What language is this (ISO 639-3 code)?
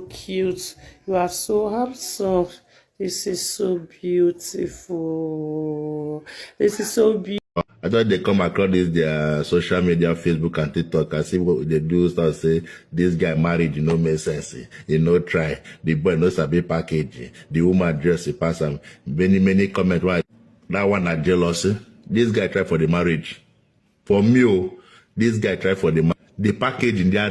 pcm